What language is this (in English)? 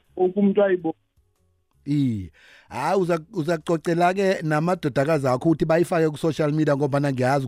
South Ndebele